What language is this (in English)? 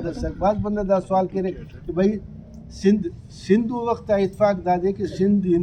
Brahui